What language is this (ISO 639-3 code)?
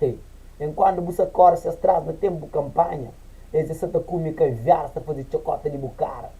kea